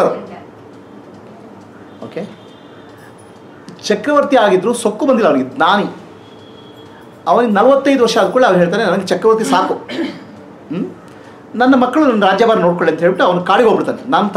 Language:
Kannada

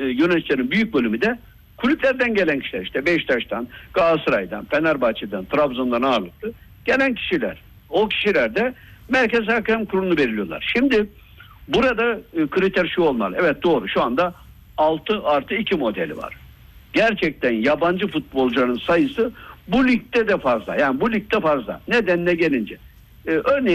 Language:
Turkish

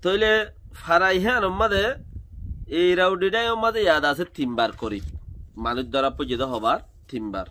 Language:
Rohingya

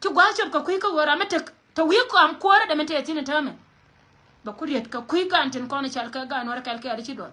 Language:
Nuer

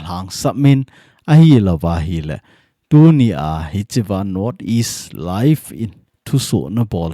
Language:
Thado Chin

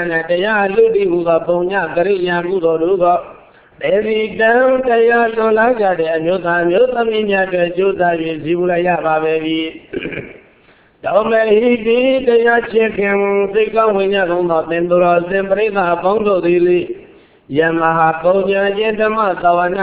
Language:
Burmese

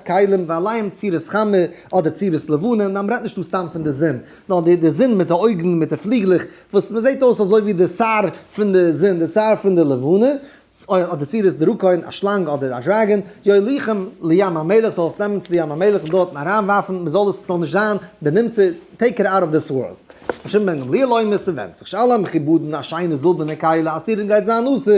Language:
Yiddish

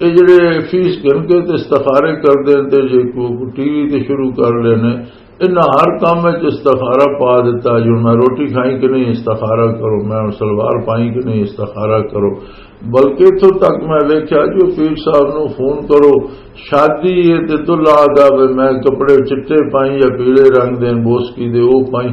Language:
Western Panjabi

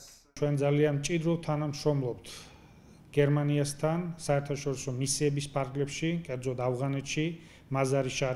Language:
Georgian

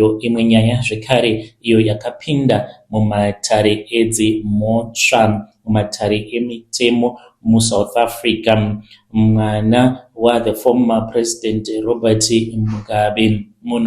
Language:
Shona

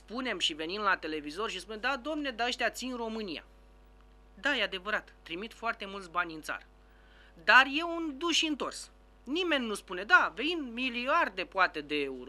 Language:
Romanian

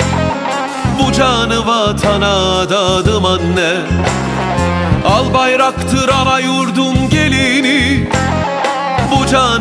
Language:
Turkish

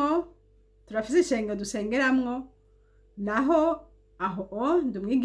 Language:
Rundi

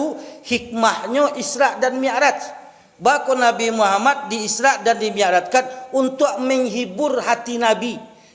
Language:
Minangkabau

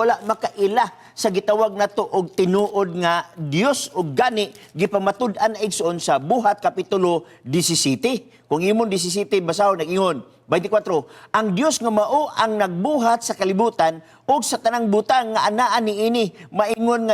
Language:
Cebuano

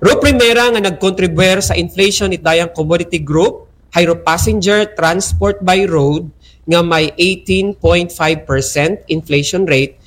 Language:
Aklanon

